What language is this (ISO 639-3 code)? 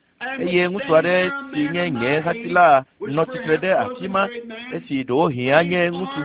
ewe